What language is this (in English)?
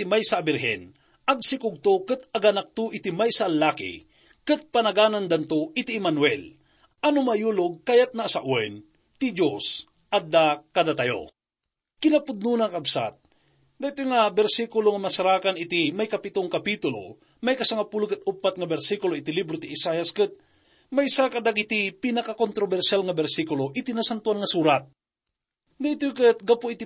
Iloko